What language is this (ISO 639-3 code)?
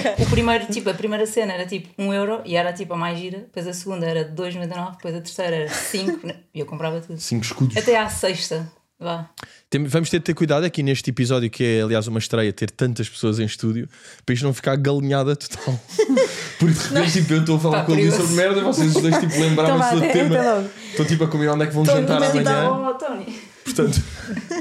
por